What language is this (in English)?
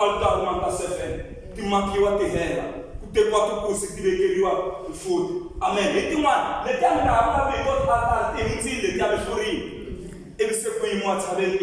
Tsonga